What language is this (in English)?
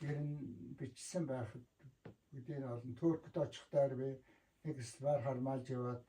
Mongolian